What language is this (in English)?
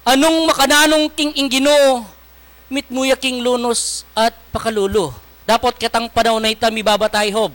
Pampanga